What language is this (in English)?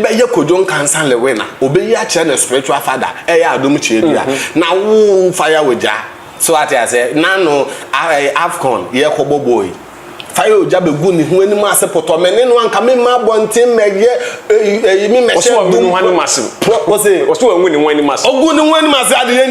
Akan